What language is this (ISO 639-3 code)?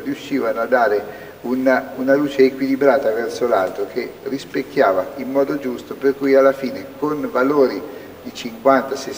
ita